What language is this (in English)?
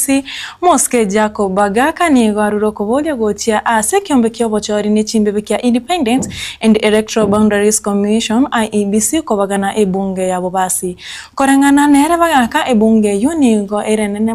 Gusii